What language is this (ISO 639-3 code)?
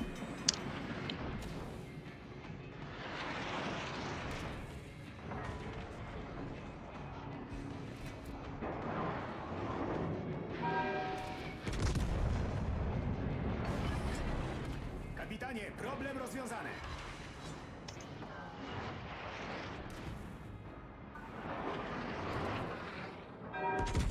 pol